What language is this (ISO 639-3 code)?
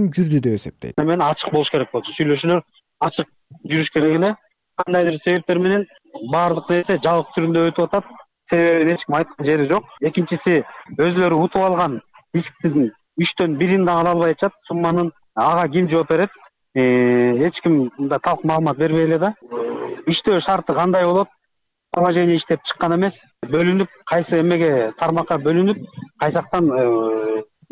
kir